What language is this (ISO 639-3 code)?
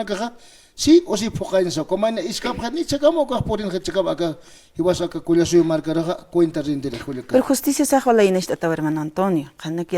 aym